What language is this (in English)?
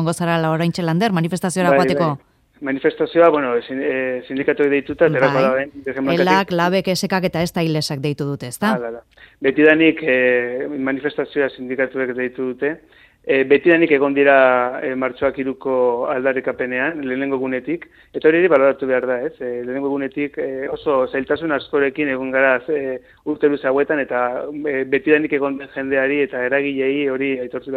Basque